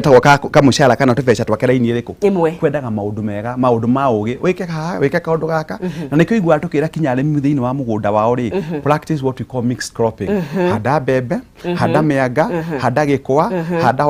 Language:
Kikuyu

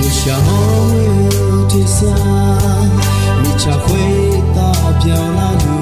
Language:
Akha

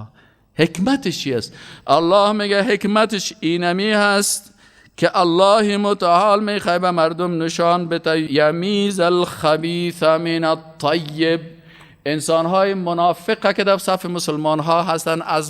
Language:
Persian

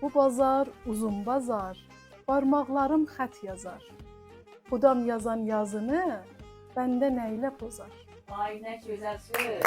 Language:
South Azerbaijani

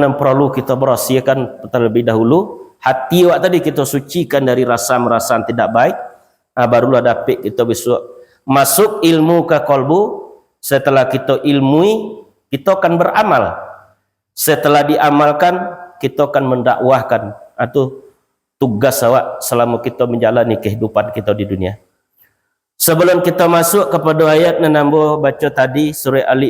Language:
Minangkabau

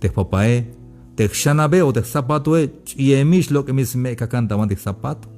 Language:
Tzeltal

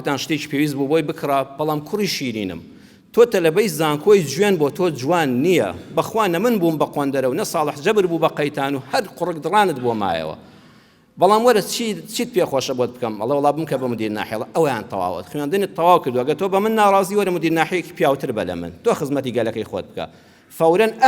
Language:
Central Kurdish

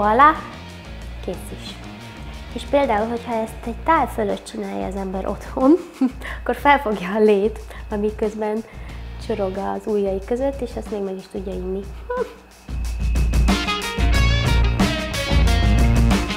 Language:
Hungarian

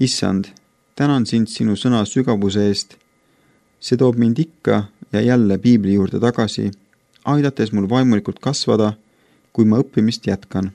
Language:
Estonian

